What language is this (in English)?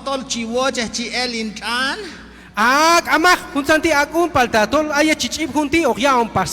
Q'anjob'al